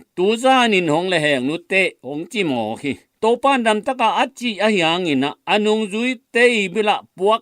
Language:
Tedim Chin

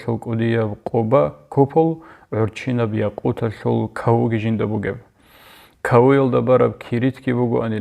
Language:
Avaric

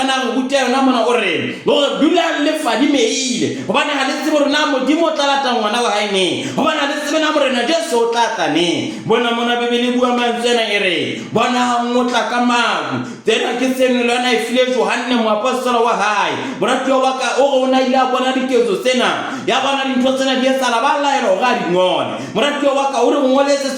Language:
Southern Sotho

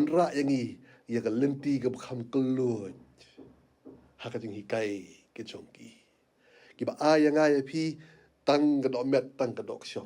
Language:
Khasi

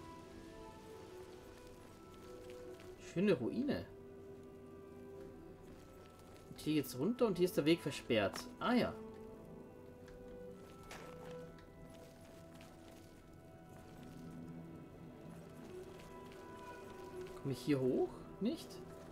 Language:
German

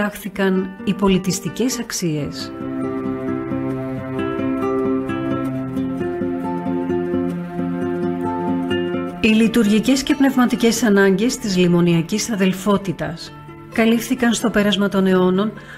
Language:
Greek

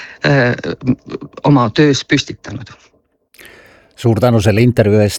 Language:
Estonian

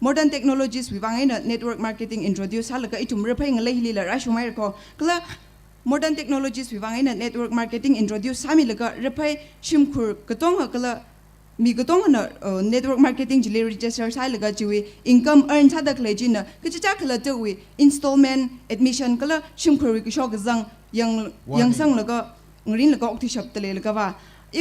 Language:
Tangkhul Naga (India)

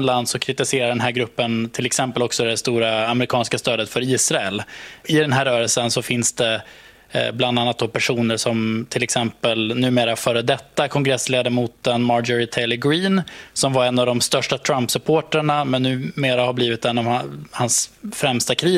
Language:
Swedish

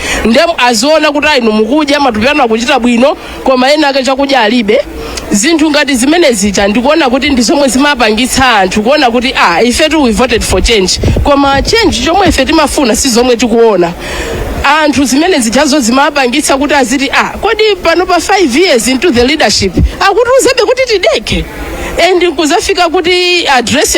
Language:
Nyanja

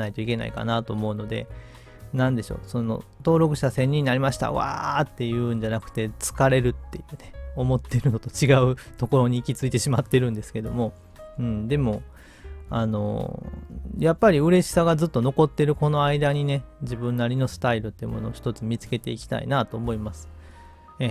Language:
Japanese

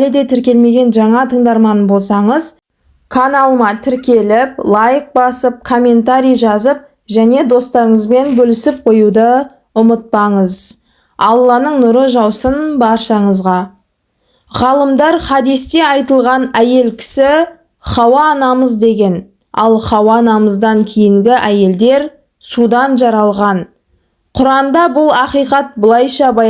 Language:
Kazakh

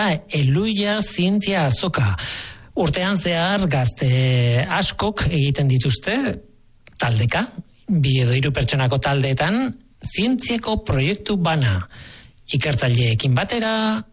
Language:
Basque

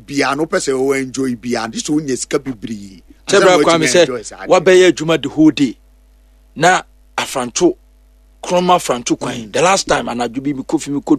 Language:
Akan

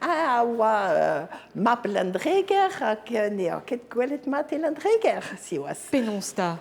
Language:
Breton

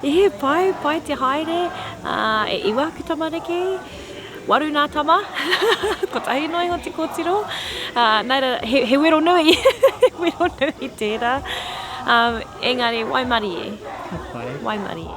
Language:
Māori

